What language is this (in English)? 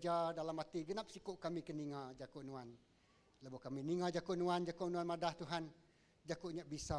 Iban